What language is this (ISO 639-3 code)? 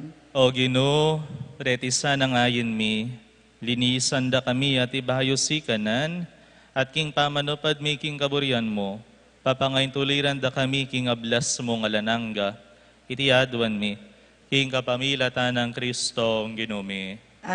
pam